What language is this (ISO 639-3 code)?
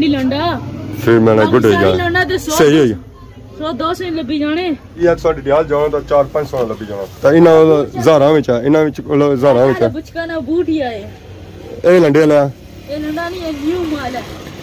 phr